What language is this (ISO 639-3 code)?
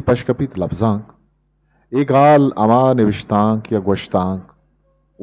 bgp